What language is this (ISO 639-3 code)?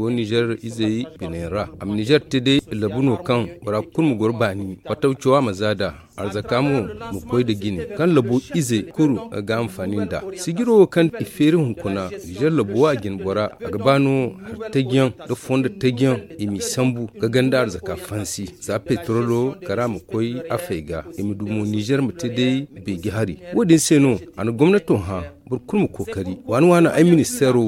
dje